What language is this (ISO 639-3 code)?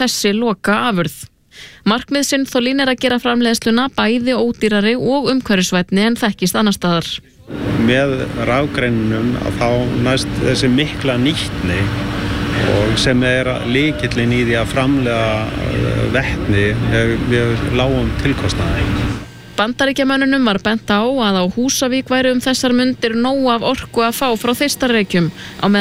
isl